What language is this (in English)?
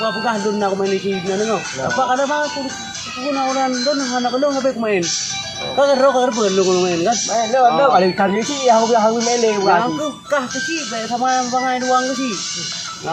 Achinese